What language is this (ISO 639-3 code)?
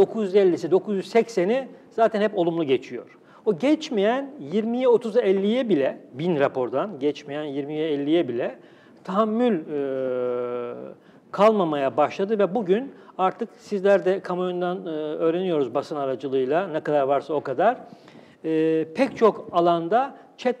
tur